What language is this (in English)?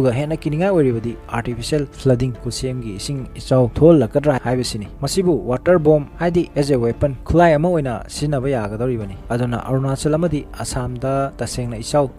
Manipuri